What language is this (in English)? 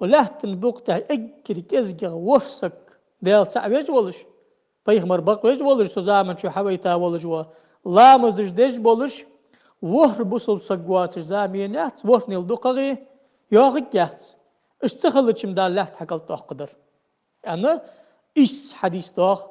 Ingush